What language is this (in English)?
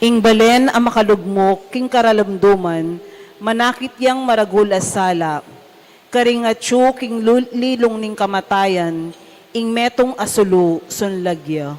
Pampanga